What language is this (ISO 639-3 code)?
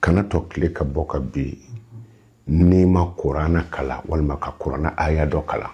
bam